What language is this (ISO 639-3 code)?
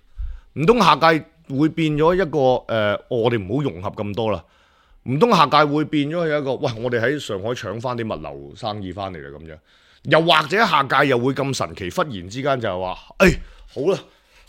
yue